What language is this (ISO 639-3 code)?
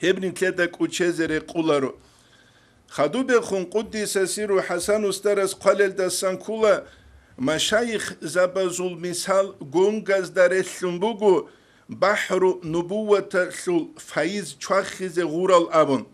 ava